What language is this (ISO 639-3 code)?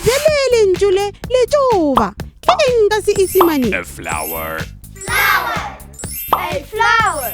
nso